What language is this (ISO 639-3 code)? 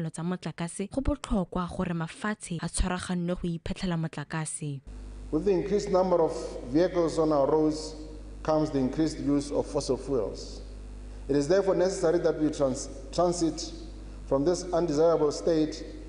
tsn